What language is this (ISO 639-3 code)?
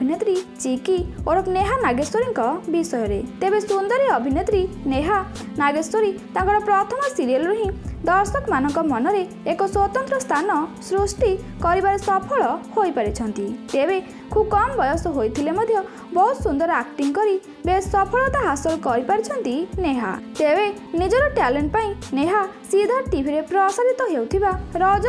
ori